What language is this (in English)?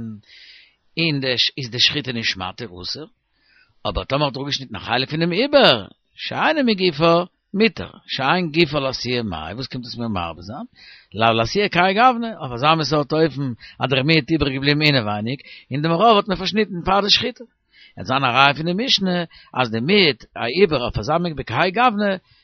Yiddish